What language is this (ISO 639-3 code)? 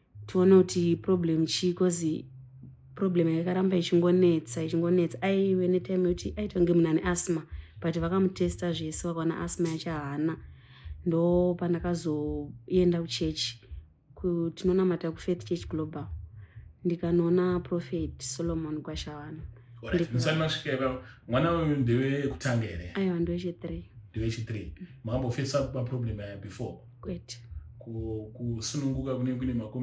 sna